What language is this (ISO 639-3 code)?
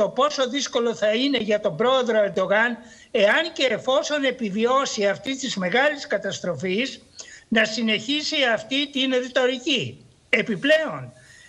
ell